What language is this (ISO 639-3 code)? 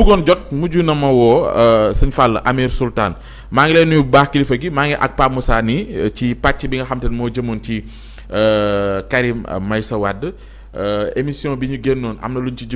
wol